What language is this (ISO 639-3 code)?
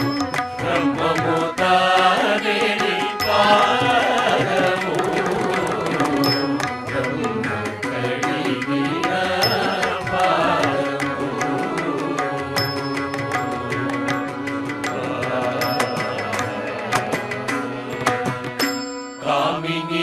tel